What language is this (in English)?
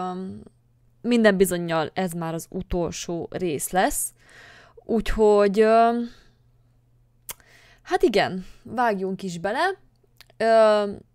Hungarian